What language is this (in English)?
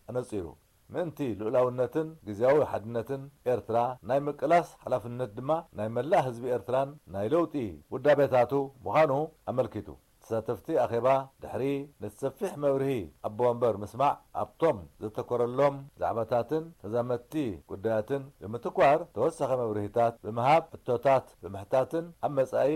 Tigrinya